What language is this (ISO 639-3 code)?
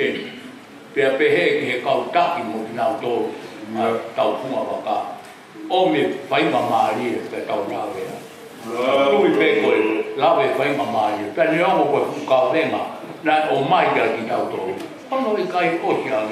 ton